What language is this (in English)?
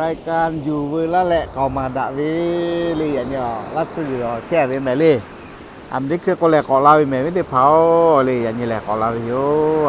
Lahu